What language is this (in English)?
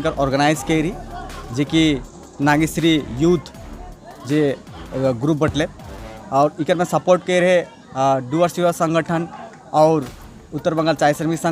Sadri